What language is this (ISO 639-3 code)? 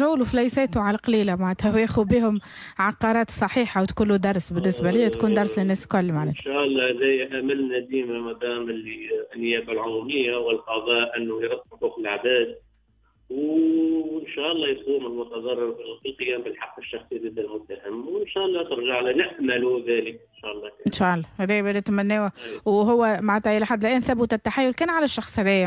aeb